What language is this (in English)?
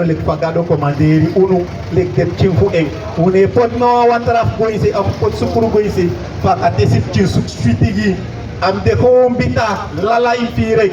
Sranan Tongo